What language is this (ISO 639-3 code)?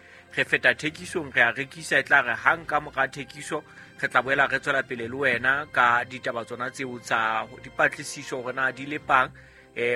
sot